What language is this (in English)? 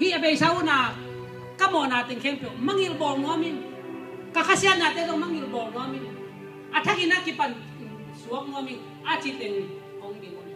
Tedim Chin